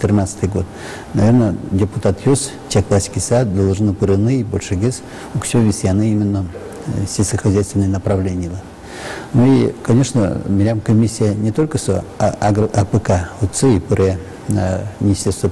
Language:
Udmurt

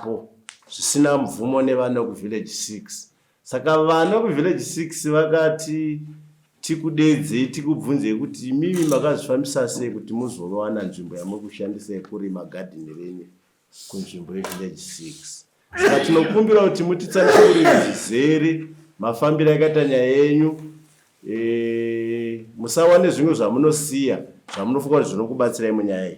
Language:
Shona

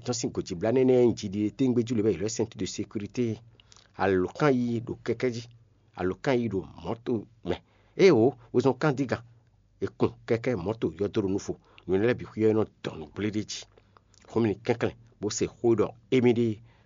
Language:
Fon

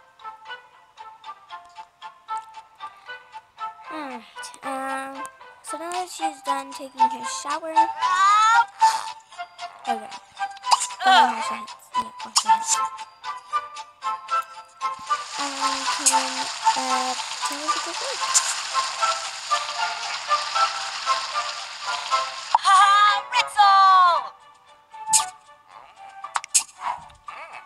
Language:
English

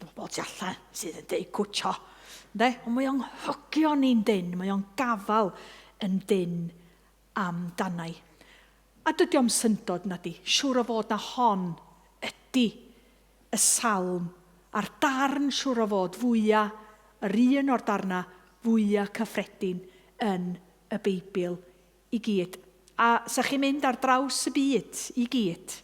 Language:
Welsh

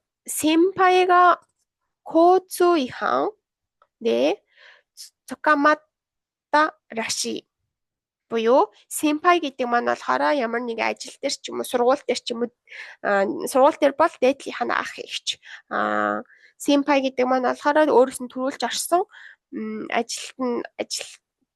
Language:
Mongolian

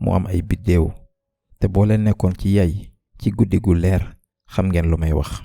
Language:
Wolof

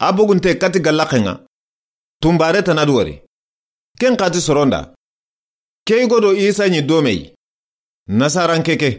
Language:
Soninke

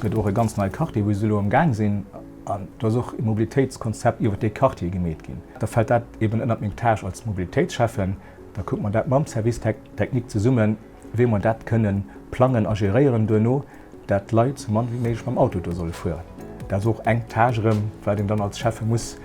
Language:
Luxembourgish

